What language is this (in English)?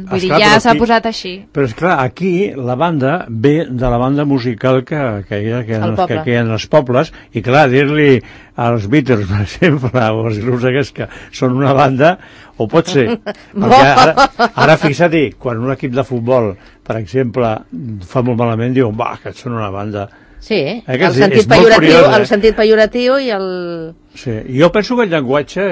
Catalan